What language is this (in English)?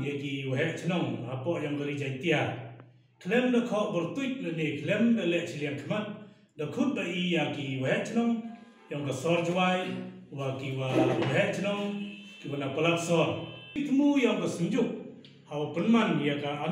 Pnar